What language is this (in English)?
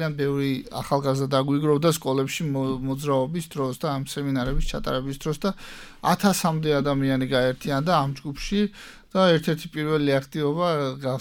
Georgian